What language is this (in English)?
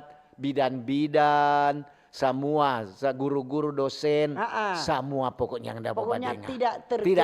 Manado Malay